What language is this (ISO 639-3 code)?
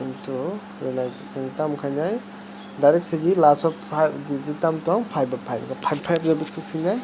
trp